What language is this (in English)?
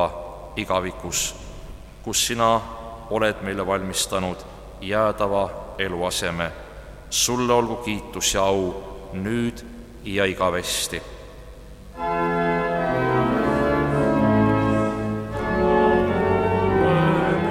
Estonian